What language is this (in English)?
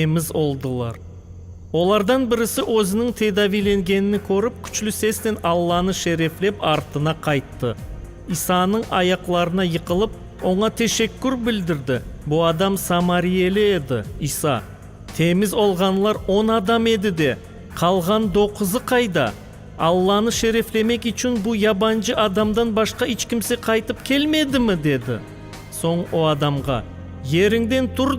Crimean Tatar